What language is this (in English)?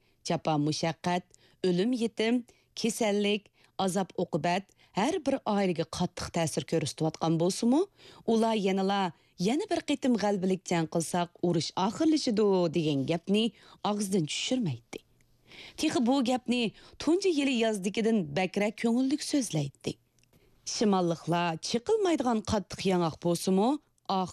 Uyghur